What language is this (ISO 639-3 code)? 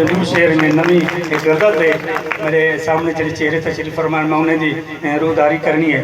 skr